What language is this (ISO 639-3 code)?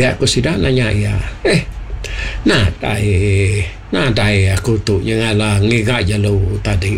iba